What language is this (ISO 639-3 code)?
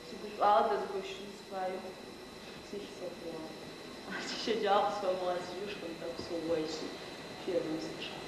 ady